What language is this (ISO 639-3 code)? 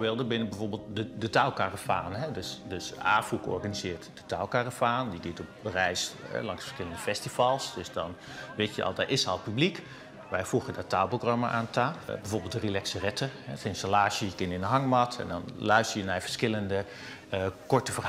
fry